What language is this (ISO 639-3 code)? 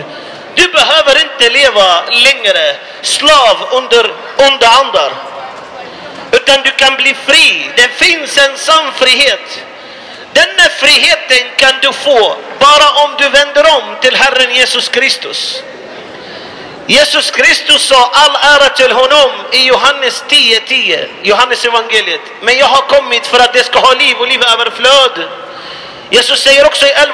swe